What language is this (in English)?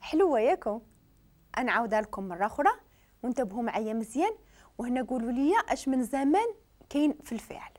Moroccan Arabic